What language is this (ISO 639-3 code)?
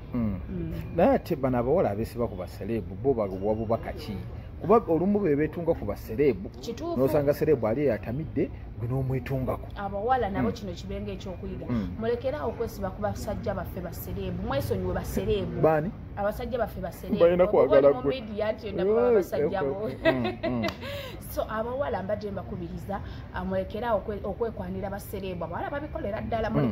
lug